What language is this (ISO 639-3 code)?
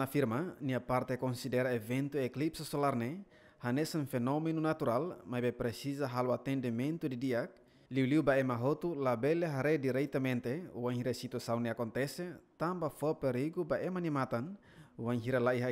tet